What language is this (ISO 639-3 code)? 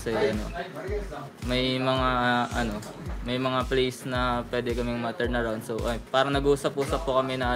fil